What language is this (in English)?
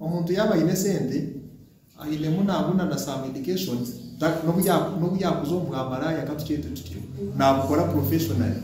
Nyankole